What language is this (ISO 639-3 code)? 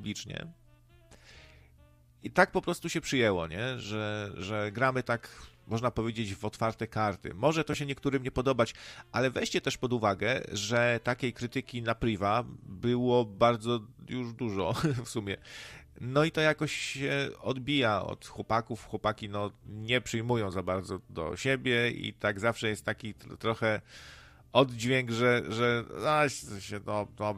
pol